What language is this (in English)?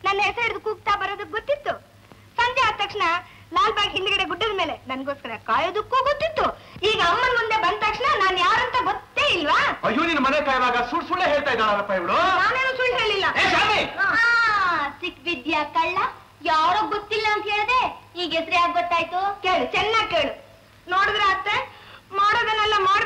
Kannada